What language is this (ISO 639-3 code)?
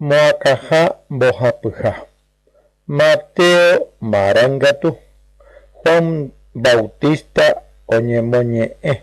grn